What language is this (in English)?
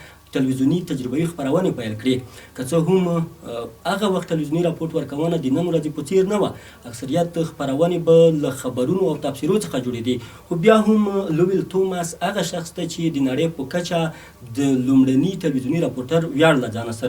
Pashto